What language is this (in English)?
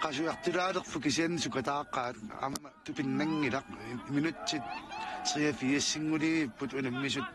Kalaallisut